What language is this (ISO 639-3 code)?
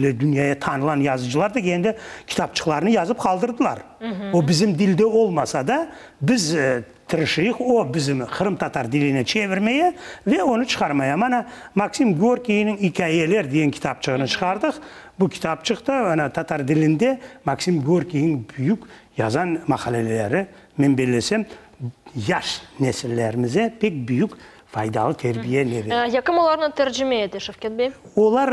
crh